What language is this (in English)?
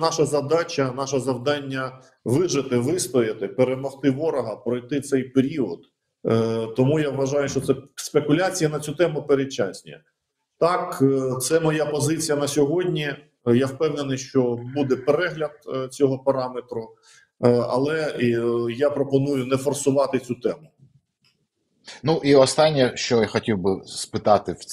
Ukrainian